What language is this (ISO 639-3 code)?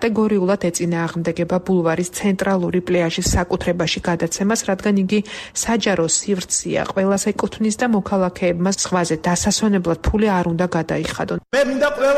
kat